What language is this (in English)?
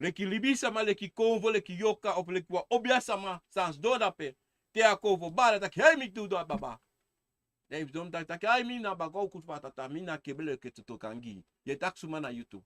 Sranan Tongo